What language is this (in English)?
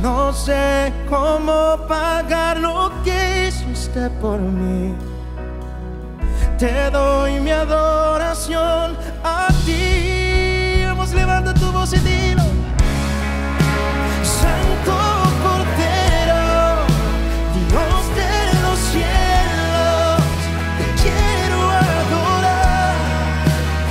Spanish